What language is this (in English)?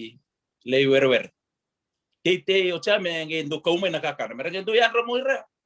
Fijian